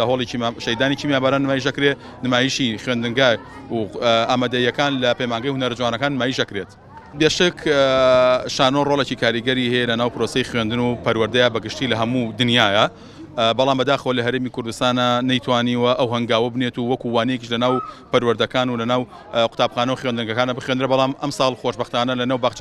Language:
Central Kurdish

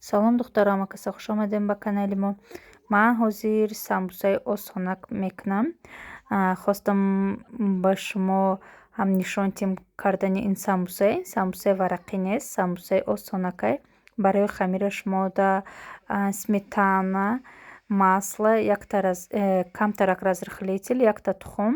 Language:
Tajik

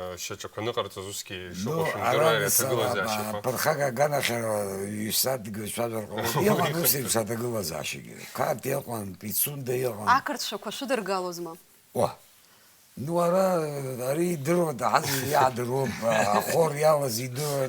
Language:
Abkhazian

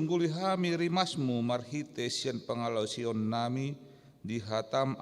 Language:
Batak Toba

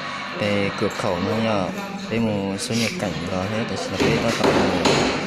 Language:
Hmong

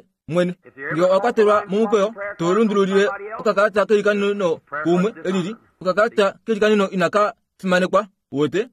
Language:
Kuanyama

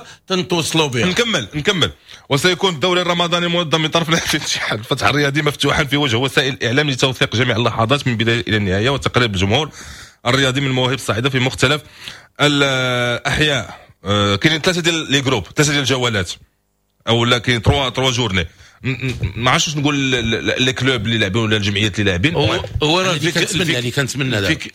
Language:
Moroccan Arabic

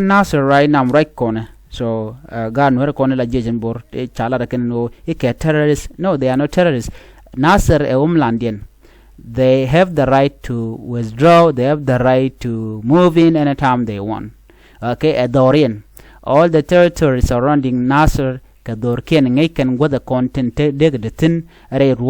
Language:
Nuer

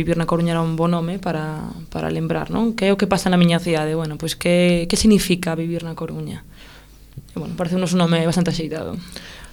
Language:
Galician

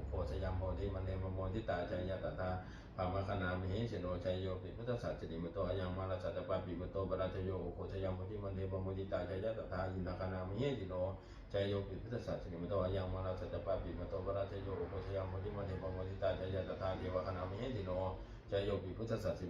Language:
Pali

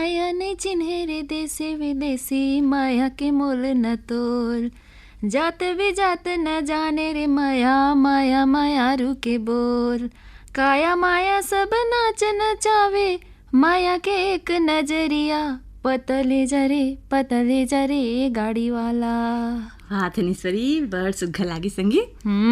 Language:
Chhattisgarhi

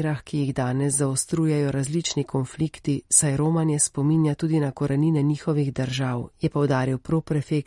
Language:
Slovenian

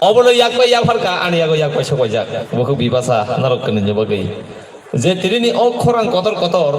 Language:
Kok Borok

